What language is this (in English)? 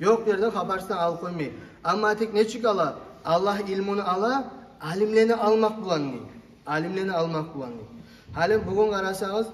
Kumyk